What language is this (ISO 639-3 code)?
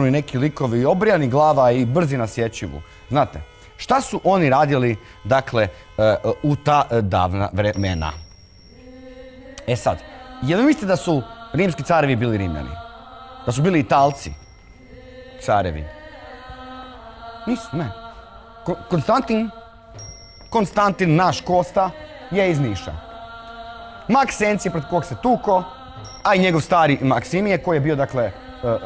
hrv